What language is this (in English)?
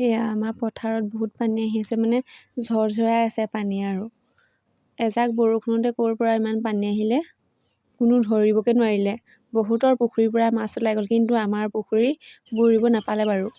Assamese